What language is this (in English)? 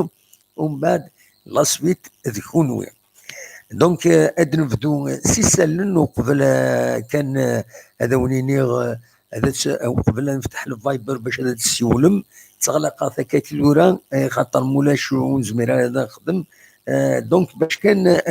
Kabyle